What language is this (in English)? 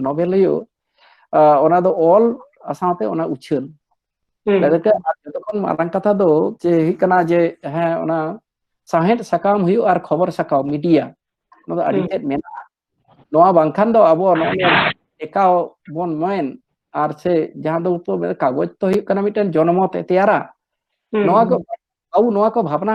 Santali